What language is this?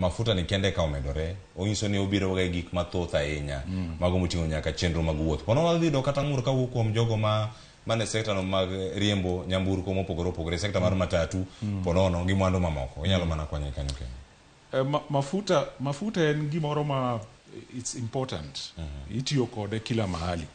Luo (Kenya and Tanzania)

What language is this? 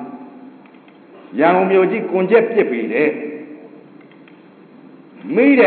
Burmese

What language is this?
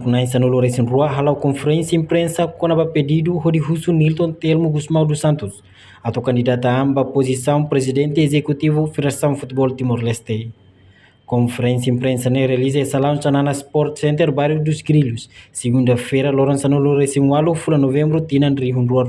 Tetum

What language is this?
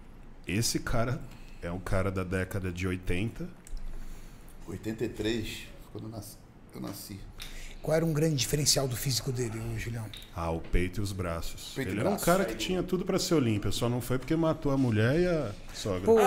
Portuguese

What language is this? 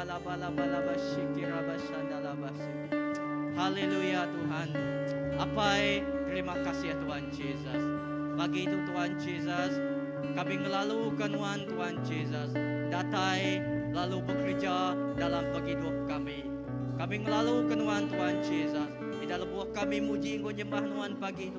Iban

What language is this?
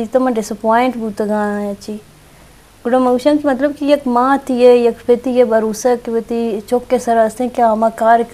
Eastern Balochi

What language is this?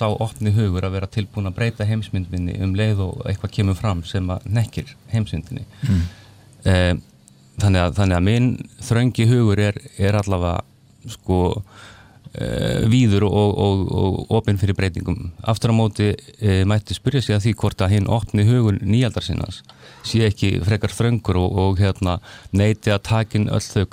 Icelandic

